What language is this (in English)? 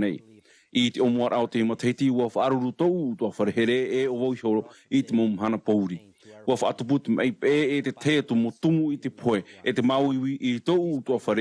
Tahitian